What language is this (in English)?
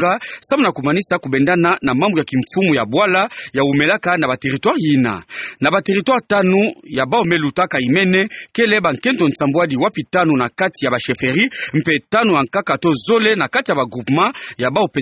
Kituba (Democratic Republic of Congo)